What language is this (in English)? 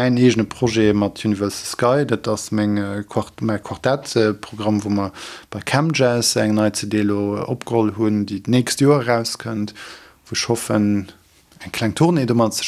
Luxembourgish